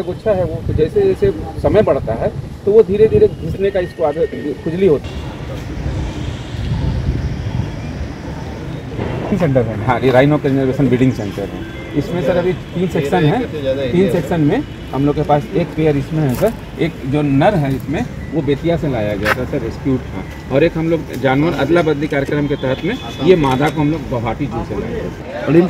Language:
Hindi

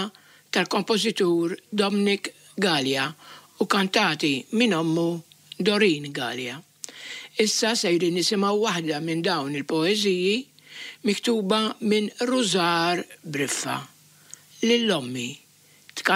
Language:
Maltese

